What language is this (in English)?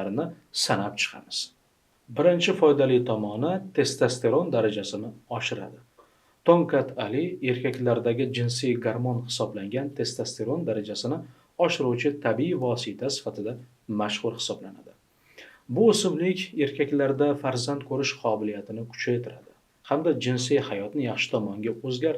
Uzbek